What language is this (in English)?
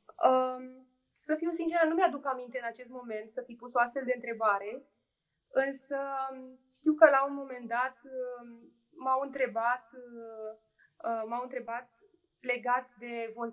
Romanian